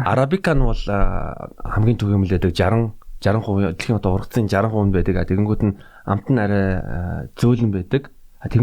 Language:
Mongolian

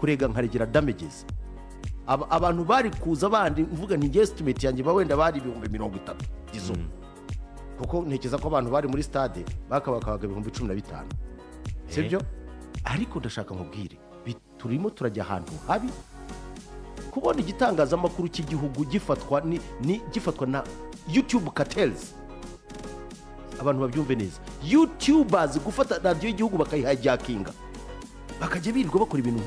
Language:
Kinyarwanda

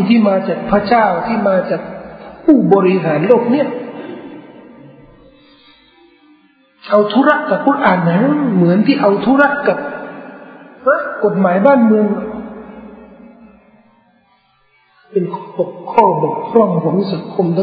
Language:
Thai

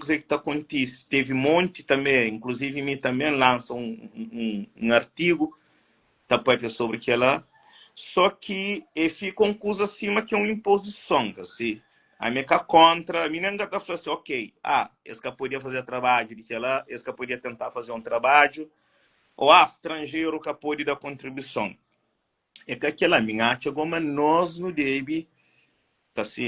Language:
Kabuverdianu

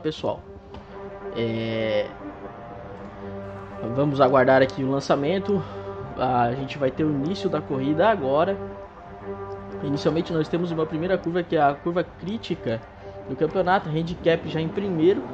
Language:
Portuguese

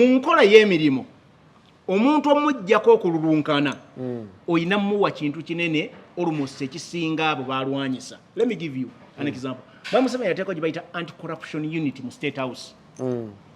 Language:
Ganda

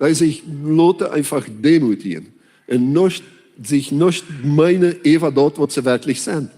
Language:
Plautdietsch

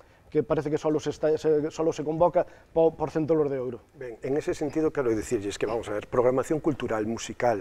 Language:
Galician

